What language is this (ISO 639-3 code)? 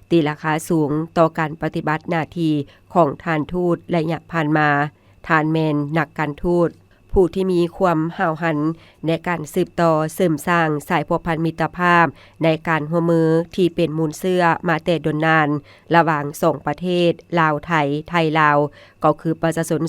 lao